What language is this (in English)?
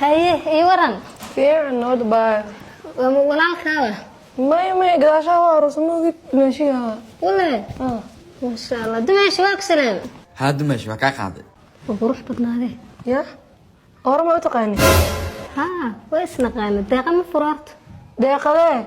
Somali